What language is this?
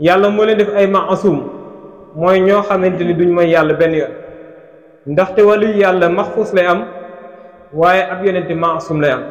Wolof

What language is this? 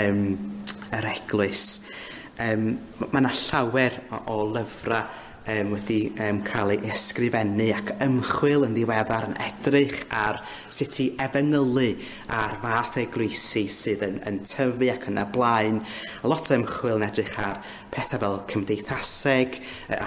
Welsh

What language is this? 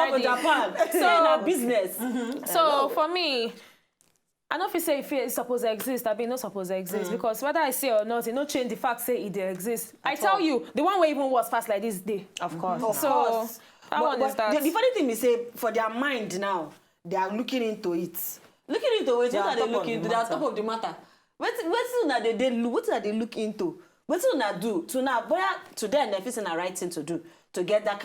Nigerian Pidgin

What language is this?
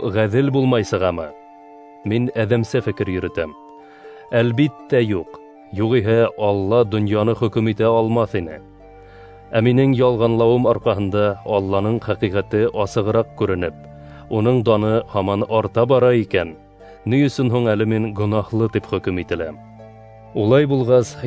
Bashkir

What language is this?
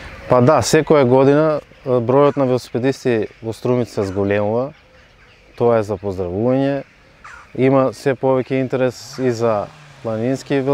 Macedonian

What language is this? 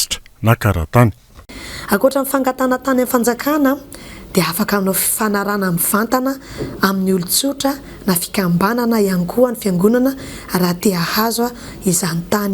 Malagasy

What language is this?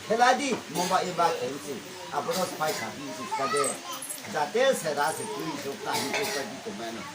Riang (India)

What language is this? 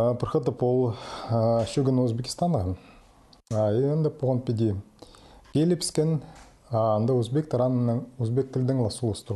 Khakas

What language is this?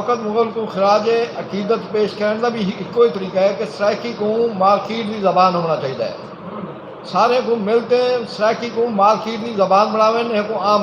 Saraiki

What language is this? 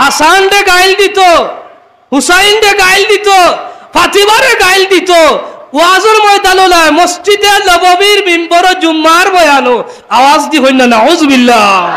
Sylheti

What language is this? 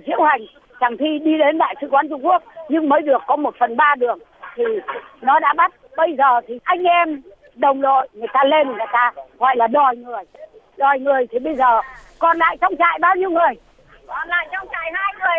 Vietnamese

